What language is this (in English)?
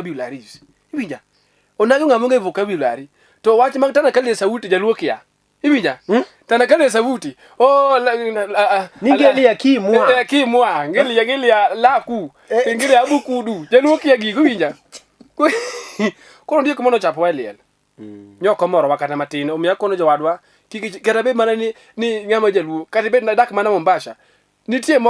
Luo (Kenya and Tanzania)